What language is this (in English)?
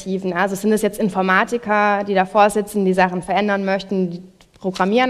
German